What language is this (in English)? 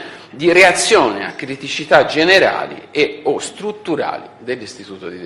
Italian